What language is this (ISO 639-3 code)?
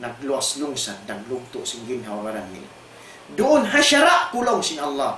tsg